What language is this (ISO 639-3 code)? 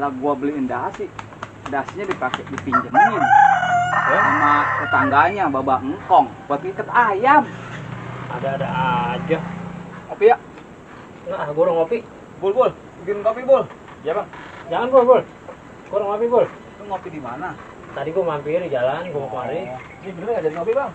bew